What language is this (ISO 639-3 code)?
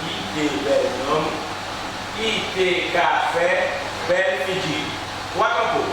gcf